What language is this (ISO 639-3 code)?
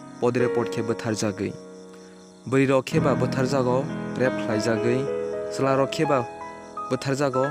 trp